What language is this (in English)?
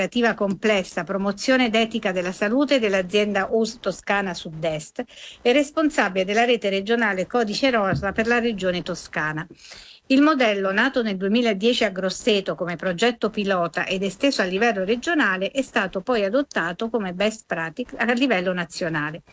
Italian